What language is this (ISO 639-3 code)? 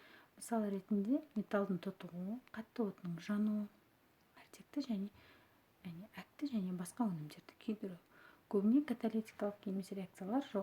kaz